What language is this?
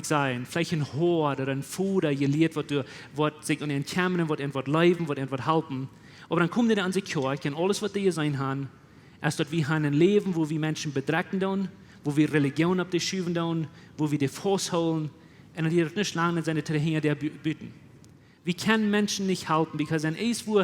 Plautdietsch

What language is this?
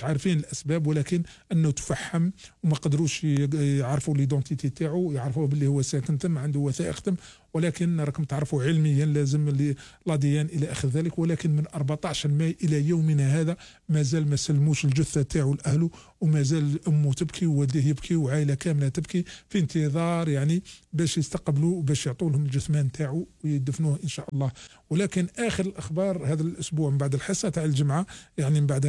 Algerian Arabic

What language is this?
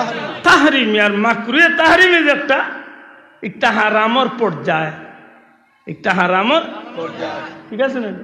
Sylheti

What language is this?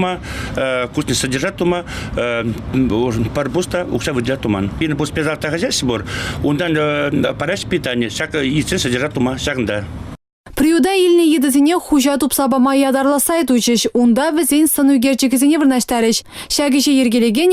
Chuvash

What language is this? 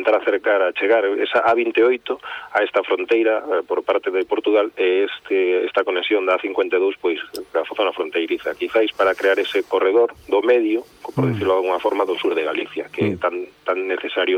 Galician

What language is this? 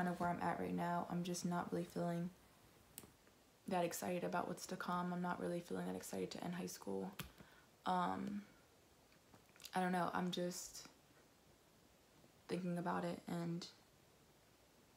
English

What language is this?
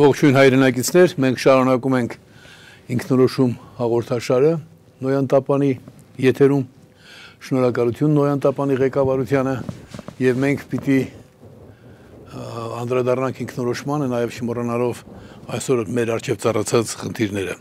Armenian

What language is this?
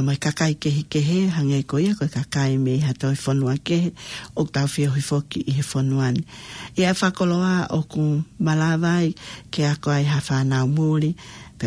Tongan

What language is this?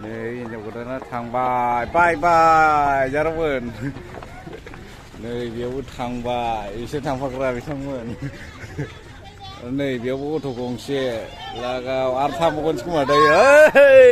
Bodo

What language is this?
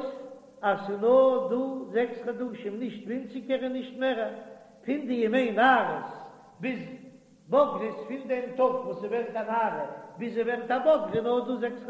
Yiddish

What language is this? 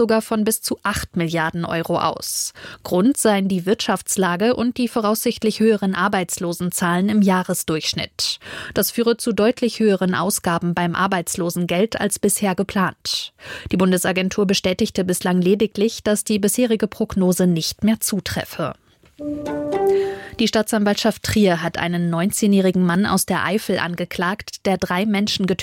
German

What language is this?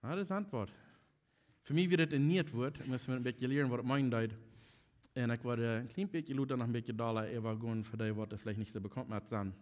Plautdietsch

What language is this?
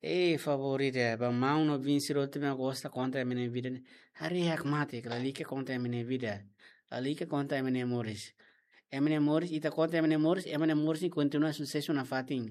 Tetum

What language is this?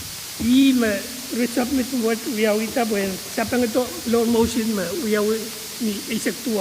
Pohnpeian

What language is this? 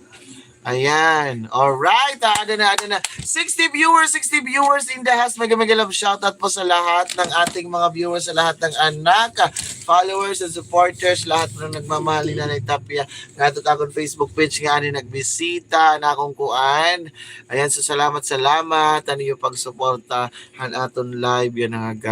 Waray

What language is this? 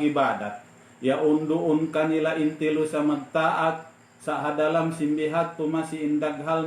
Tausug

